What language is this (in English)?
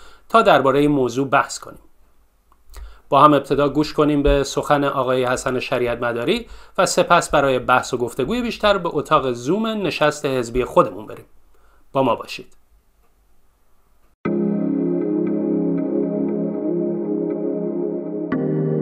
Persian